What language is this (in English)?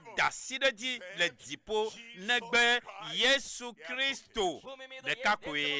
Ewe